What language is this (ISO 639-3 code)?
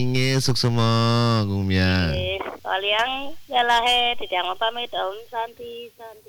ban